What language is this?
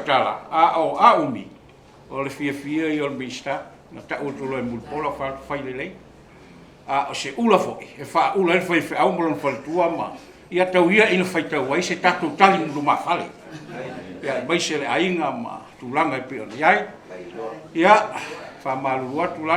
Samoan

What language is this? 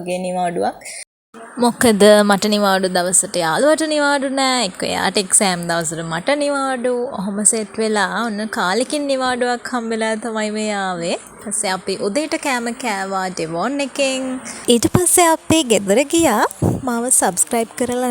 Sinhala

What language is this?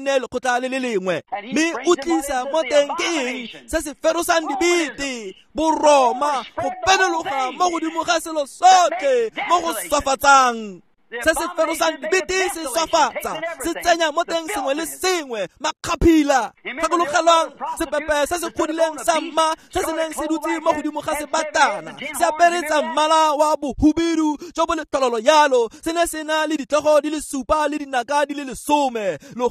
Tswana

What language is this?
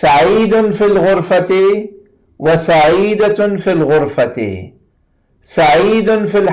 Persian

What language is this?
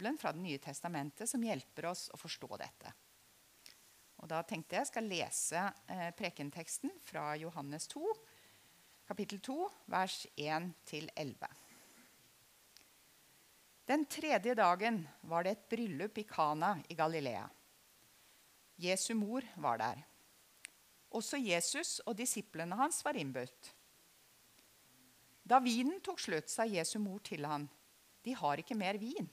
Norwegian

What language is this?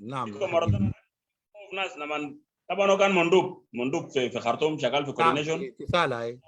Sudanese Arabic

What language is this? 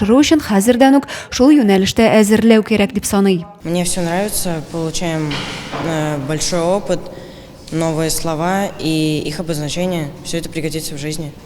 Tatar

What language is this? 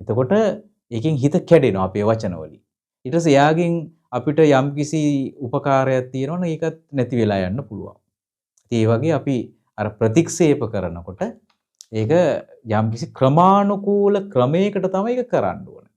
Sinhala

